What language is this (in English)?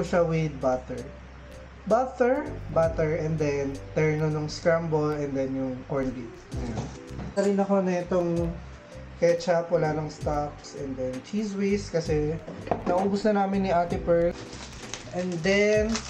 Filipino